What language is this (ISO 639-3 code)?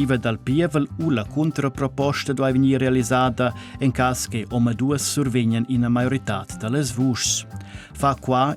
roh